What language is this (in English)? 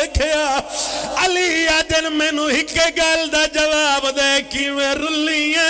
Pahari-Potwari